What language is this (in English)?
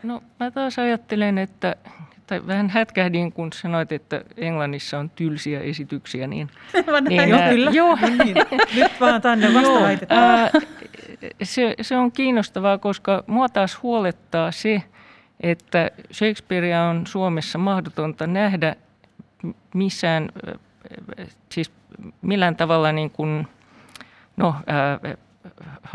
Finnish